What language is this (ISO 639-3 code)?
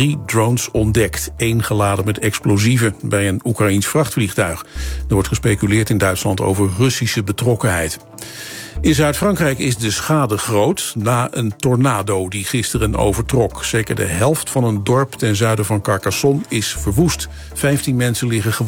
nld